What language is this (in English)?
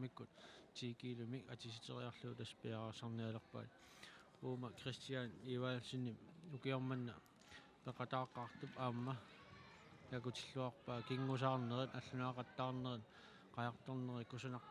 Kalaallisut